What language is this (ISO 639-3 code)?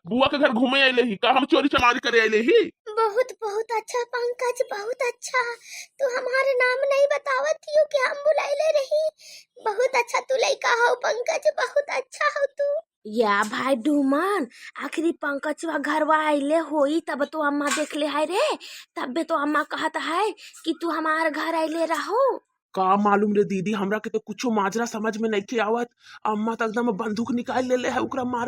bho